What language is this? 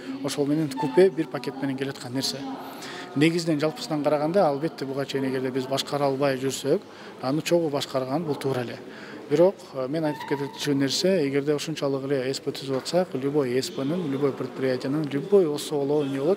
Kyrgyz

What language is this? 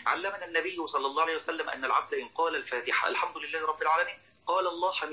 Arabic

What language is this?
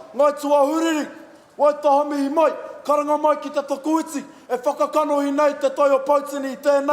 Māori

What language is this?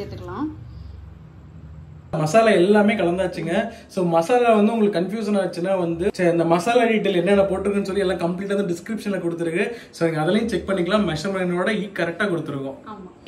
Tamil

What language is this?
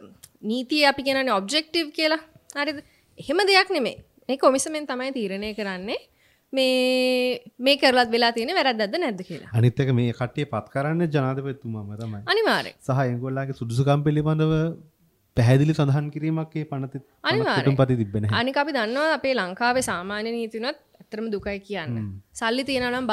Sinhala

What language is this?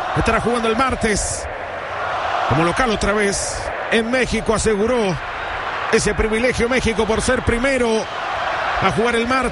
Spanish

